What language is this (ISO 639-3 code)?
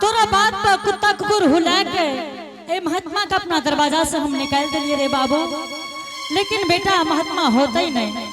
anp